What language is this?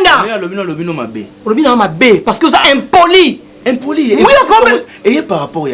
Lingala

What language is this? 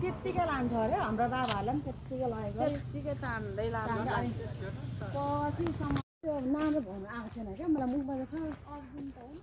Nepali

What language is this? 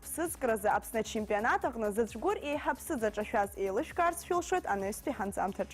Abkhazian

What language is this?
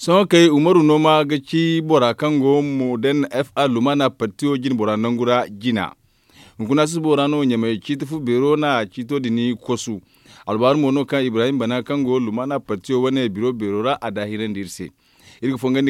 Zarma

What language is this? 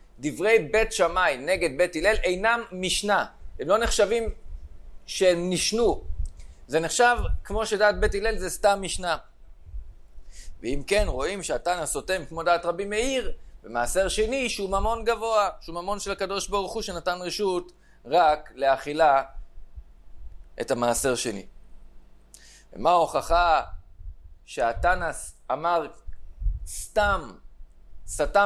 Hebrew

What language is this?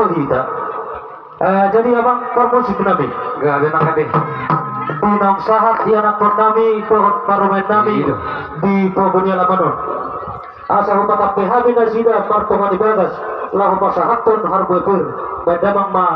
Batak Toba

